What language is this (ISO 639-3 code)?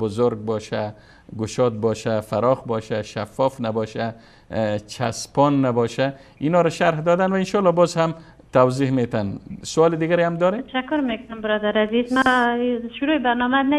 fas